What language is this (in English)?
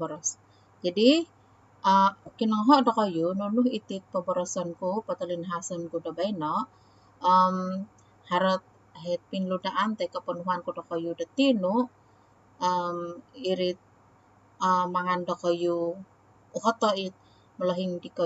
Central Dusun